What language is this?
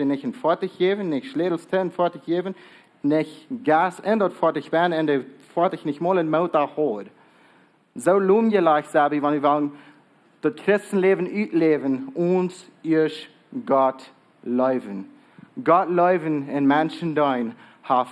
Plautdietsch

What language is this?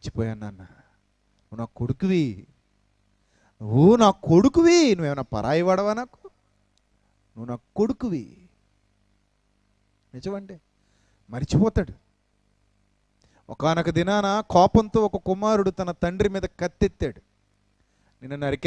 Telugu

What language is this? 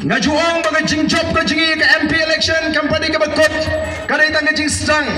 Khasi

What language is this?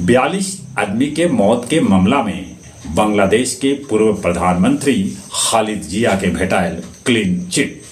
Magahi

